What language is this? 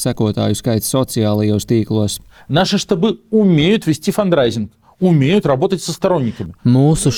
Latvian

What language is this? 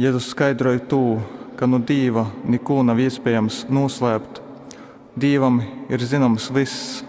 Latgalian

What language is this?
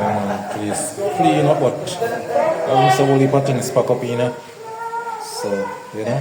Jamaican Creole English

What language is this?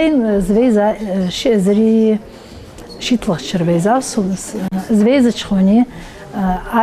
Ingush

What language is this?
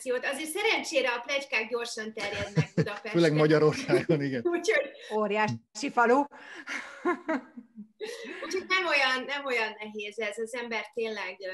Hungarian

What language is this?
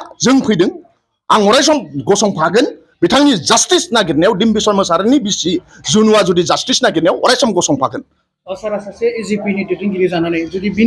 Bodo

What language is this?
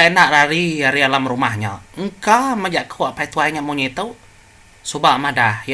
Iban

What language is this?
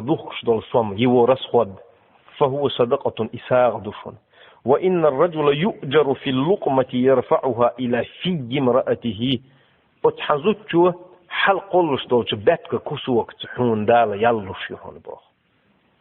Chechen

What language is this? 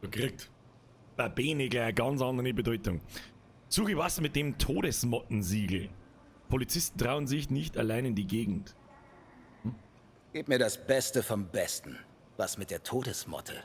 Bavarian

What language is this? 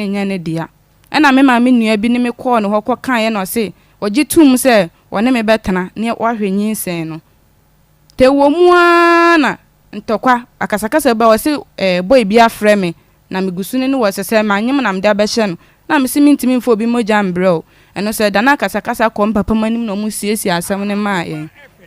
Akan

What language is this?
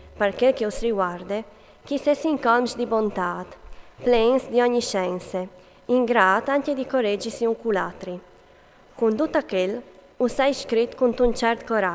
Friulian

